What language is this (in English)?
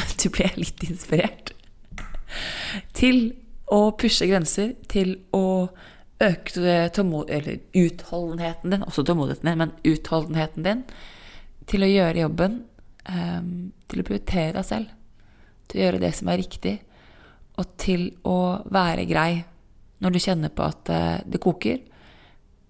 Norwegian